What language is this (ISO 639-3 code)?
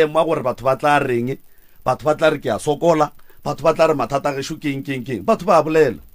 nso